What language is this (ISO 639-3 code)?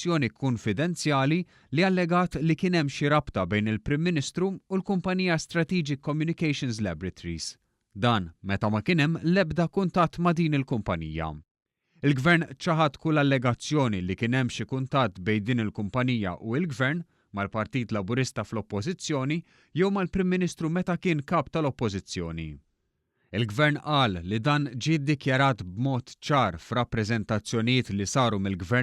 mlt